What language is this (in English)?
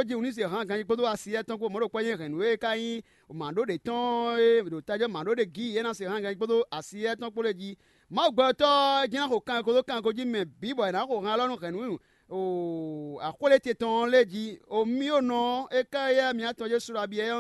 Fon